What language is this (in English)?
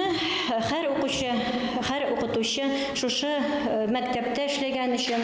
Bashkir